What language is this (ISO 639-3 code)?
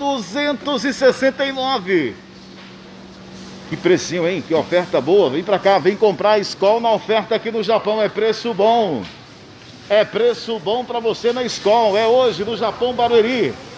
por